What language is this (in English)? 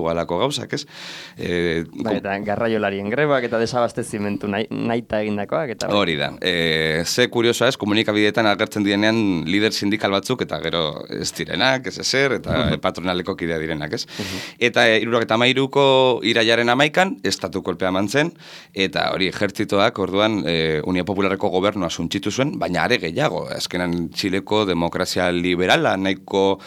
Basque